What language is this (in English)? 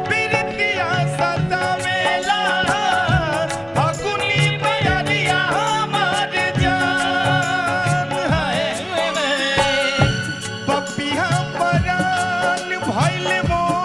Bhojpuri